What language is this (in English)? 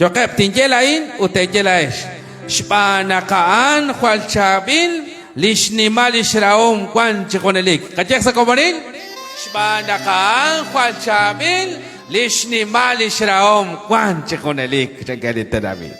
Kekchí